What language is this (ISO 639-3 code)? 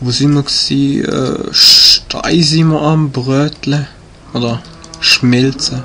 gsw